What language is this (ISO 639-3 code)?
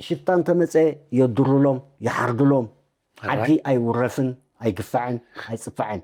tir